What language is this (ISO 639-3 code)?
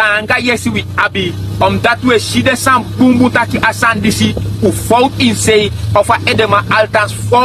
srn